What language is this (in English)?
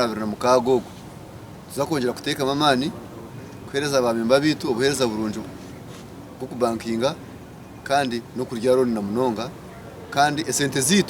Nyankole